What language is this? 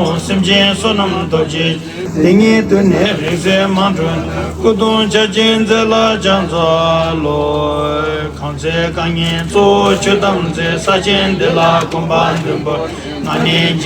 Tibetan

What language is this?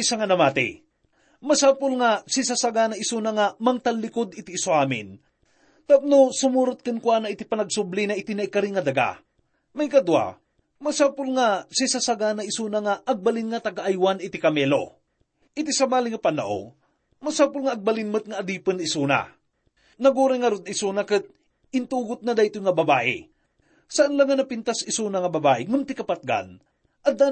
Iloko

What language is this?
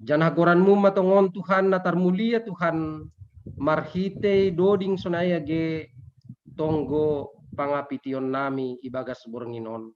Batak Simalungun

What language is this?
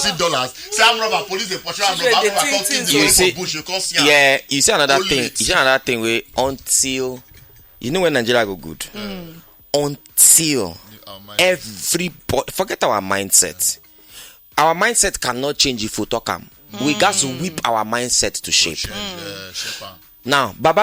Nigerian Pidgin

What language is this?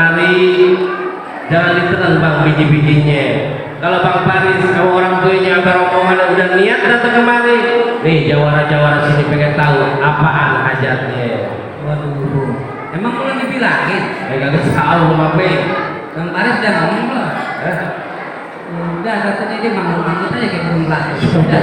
Betawi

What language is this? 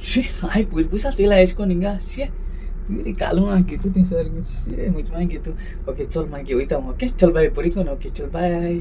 Konkani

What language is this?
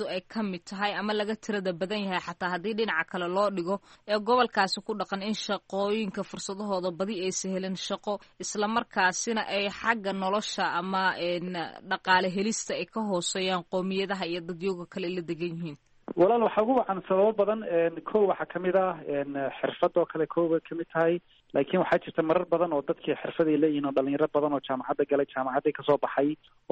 Somali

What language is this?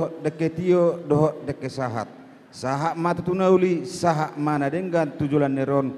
Batak Toba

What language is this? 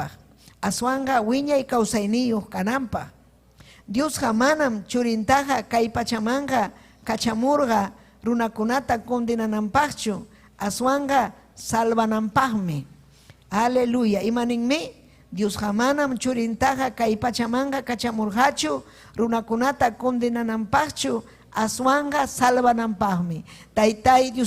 Ayacucho Quechua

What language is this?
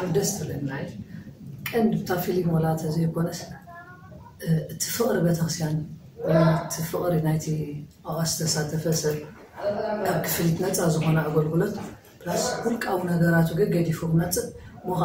Tigrinya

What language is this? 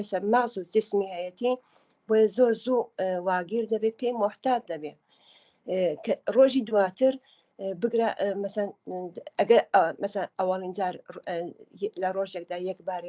Central Kurdish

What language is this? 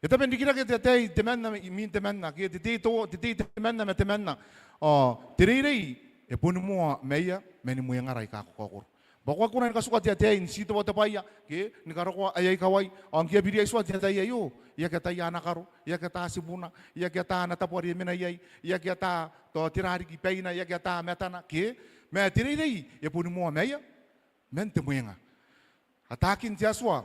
Gilbertese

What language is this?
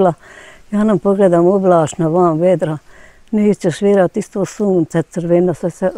Bosnian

